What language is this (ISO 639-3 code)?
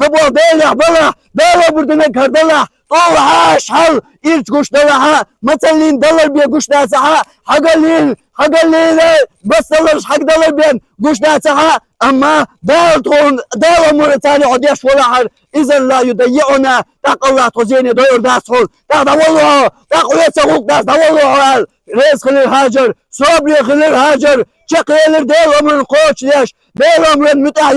che